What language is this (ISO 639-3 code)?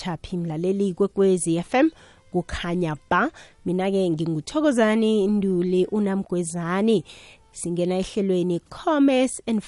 nbl